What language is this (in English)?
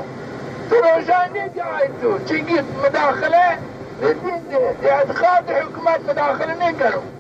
Zaza